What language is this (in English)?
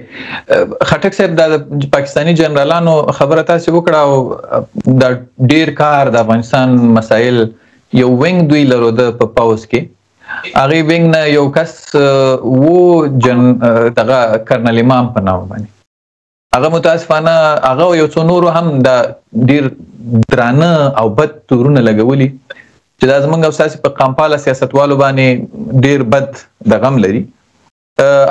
Pashto